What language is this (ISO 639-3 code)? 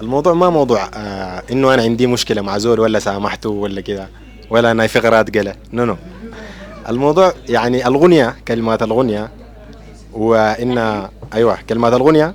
apd